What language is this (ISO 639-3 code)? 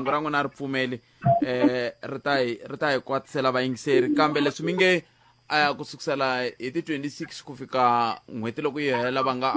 tso